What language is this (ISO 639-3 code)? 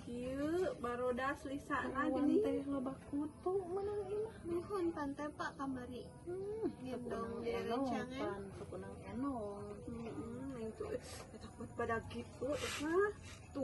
sun